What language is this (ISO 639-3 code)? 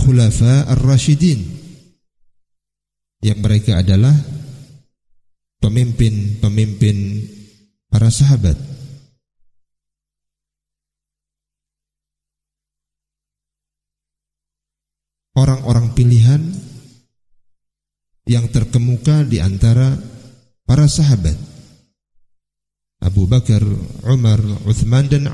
ind